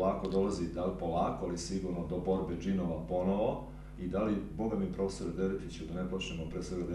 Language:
Serbian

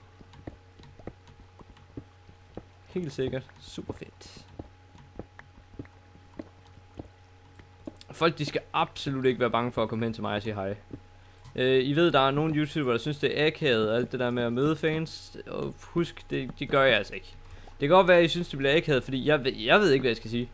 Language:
Danish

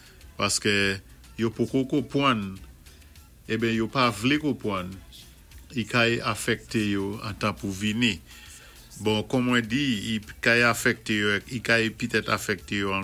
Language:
Saint Lucian Creole French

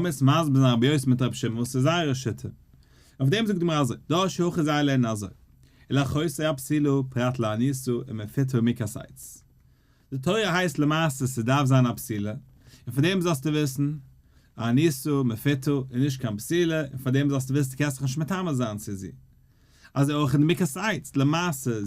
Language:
Yiddish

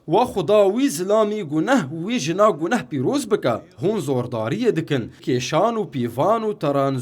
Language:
Kurdish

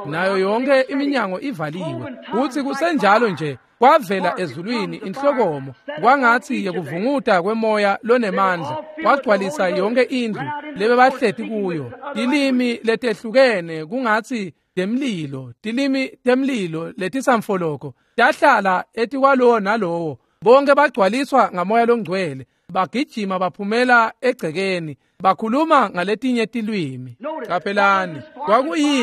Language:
Swati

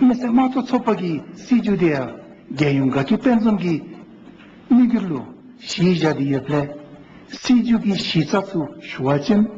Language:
Dzongkha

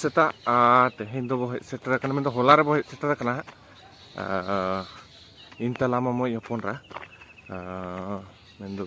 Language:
Santali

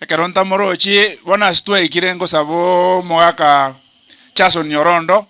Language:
Gusii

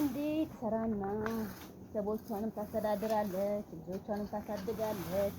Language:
Amharic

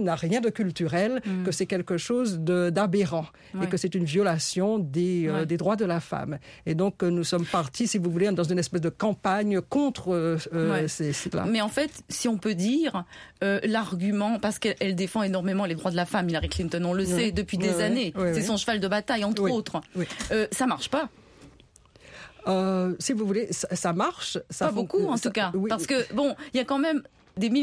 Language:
French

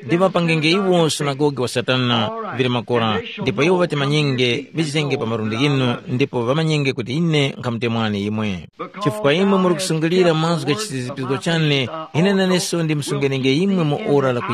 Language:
Tumbuka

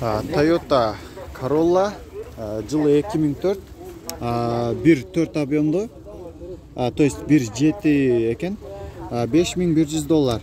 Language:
Kyrgyz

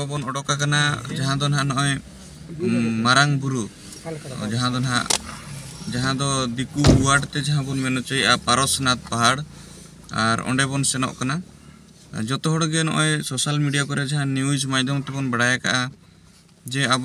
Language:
Santali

